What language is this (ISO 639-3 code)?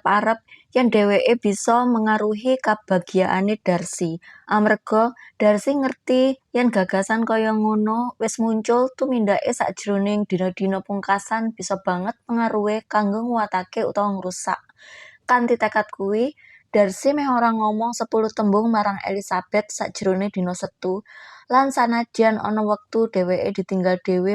jav